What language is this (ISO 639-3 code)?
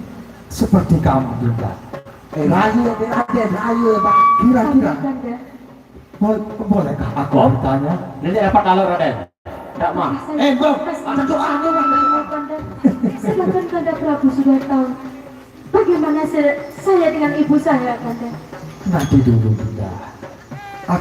sas